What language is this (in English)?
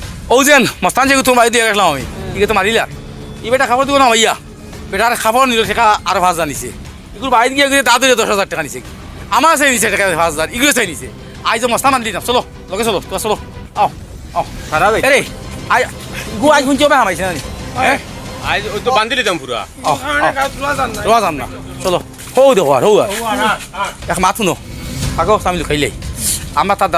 Sylheti